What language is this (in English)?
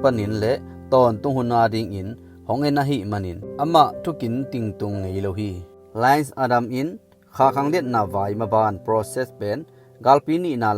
Tedim Chin